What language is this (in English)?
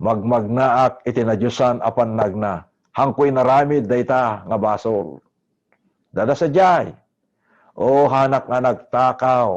Iloko